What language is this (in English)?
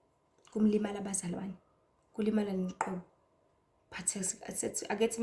Zulu